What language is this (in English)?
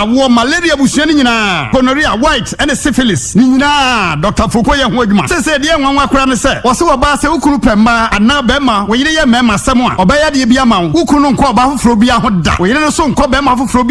Akan